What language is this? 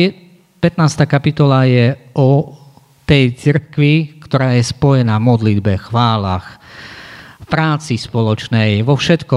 Slovak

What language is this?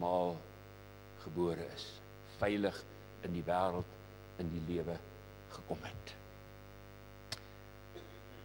Afrikaans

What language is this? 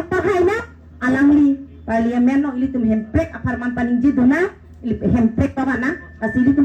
Karbi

